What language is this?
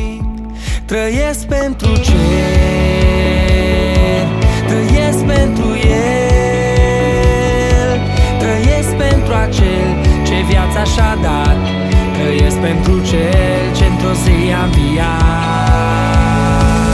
Romanian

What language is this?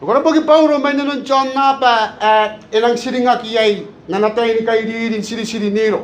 Gilbertese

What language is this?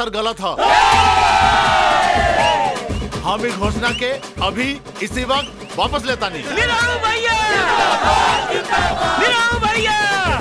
Bhojpuri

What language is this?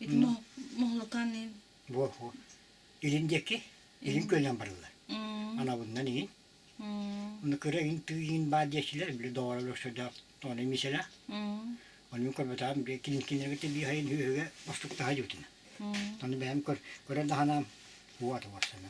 Yakut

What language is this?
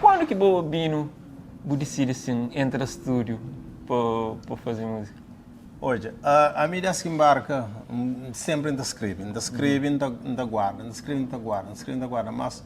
Kabuverdianu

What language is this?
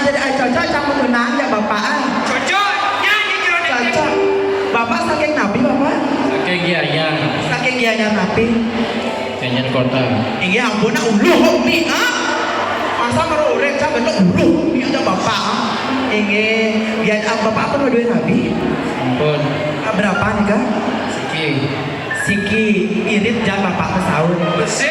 Balinese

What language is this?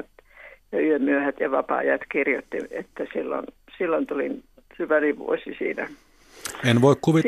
Finnish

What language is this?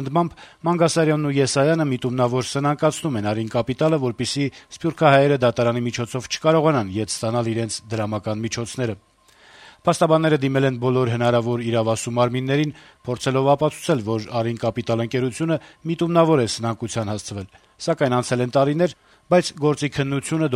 Armenian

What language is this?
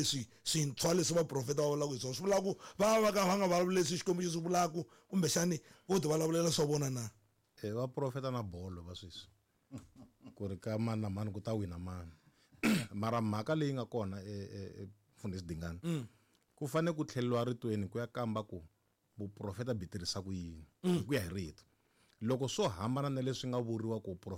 Tsonga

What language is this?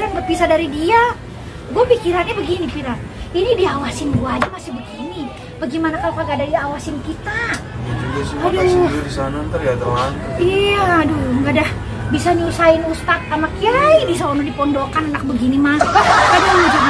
Betawi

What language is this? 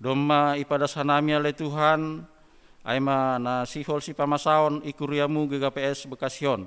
Batak Simalungun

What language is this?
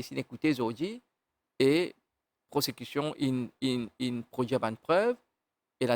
Morisyen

